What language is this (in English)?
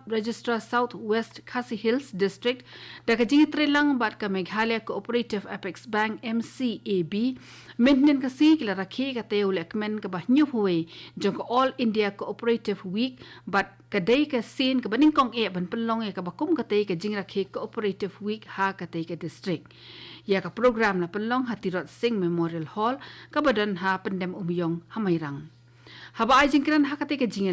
Khasi